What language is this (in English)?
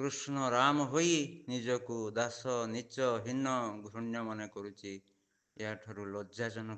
Odia